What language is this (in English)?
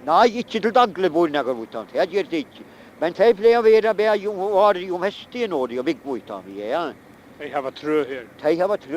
Faroese